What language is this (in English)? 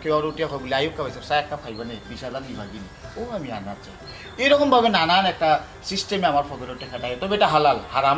Sylheti